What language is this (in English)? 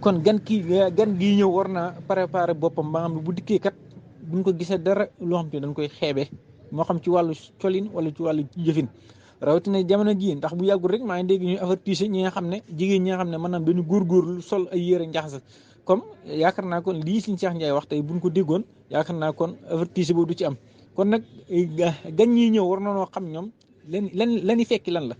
Wolof